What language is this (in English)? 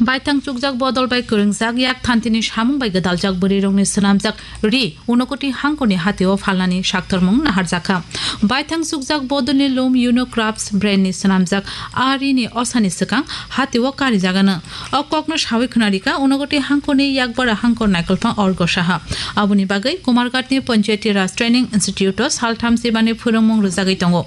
Kok Borok